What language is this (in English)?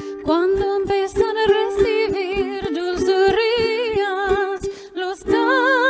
Ladino